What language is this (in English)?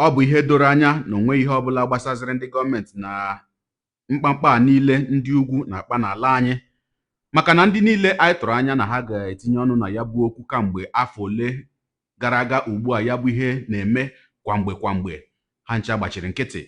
Igbo